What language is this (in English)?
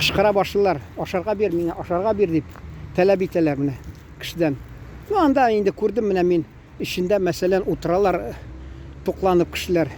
Tatar